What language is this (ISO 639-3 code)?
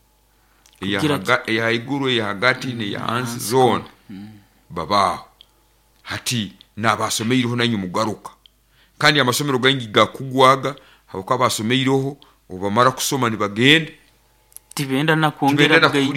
nyo